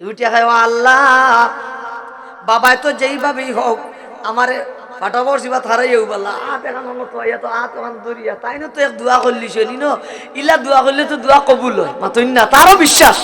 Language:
Sylheti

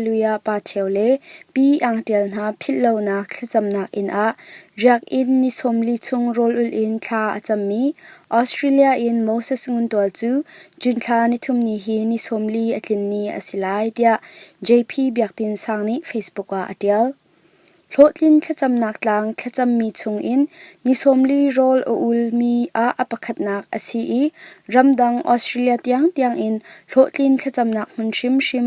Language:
Hakha Chin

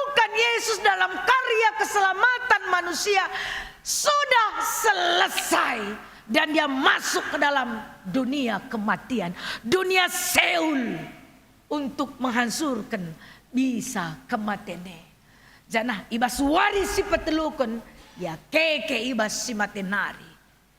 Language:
Batak Karo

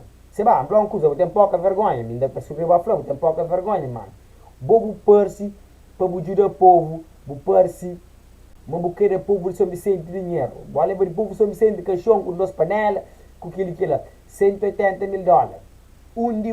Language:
Kabuverdianu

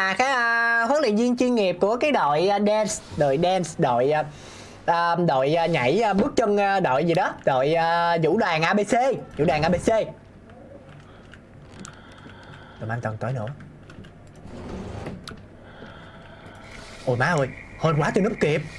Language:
Vietnamese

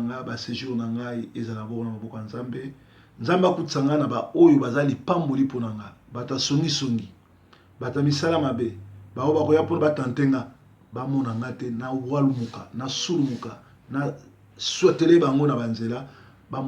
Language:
Lingala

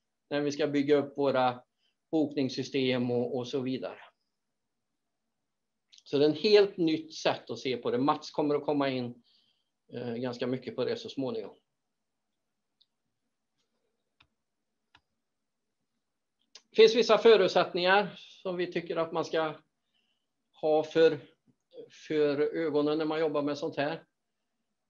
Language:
Swedish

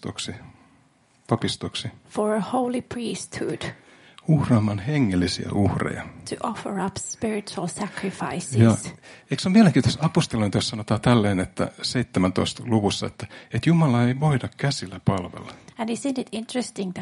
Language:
Finnish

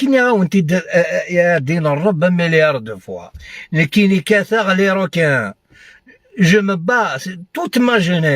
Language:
Algerian Arabic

